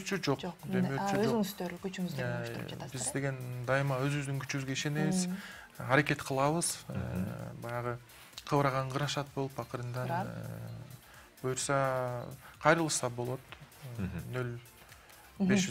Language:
Kyrgyz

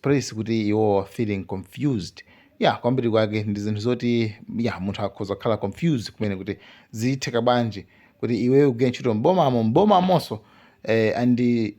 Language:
Nyanja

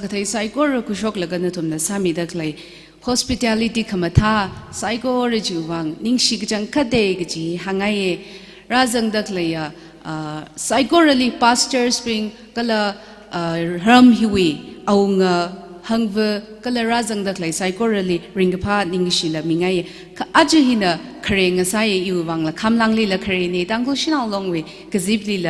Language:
Tangkhul Naga (India)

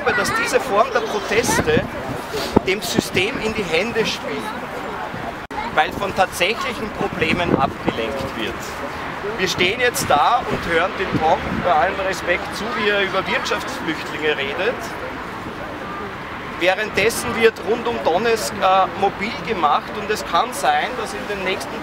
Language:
German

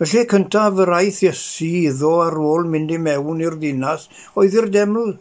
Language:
Welsh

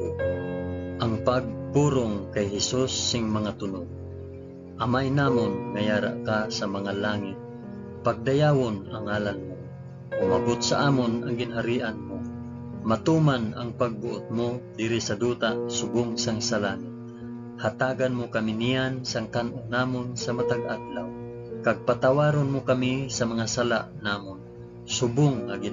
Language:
Hiligaynon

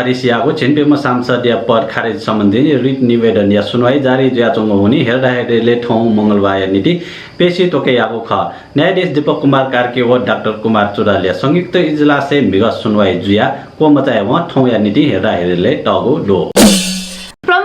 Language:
Newari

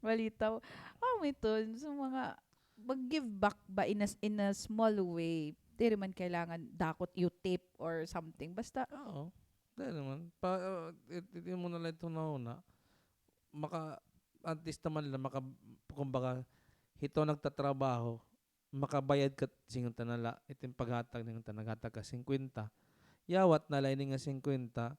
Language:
Waray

